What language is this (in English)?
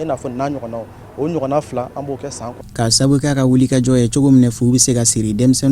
Bambara